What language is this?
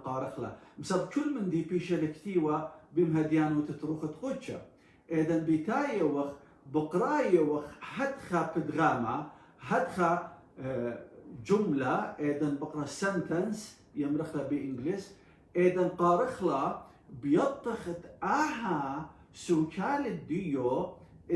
Assyrian Neo-Aramaic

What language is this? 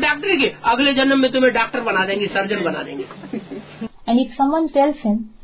Hindi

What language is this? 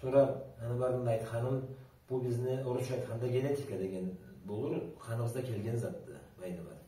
Karachay-Balkar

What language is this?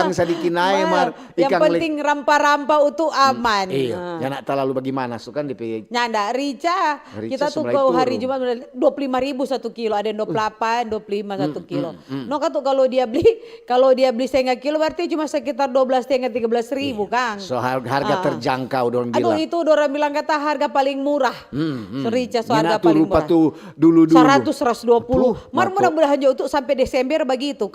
Manado Malay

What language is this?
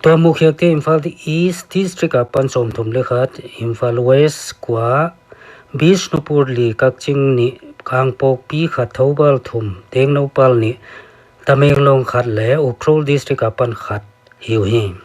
Paite Chin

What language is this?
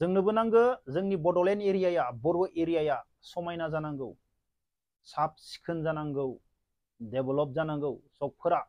Bodo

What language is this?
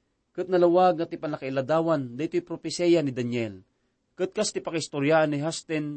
Iloko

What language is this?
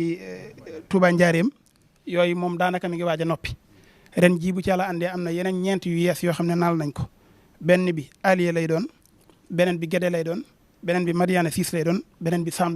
Wolof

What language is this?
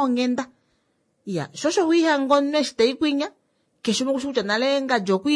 Kuanyama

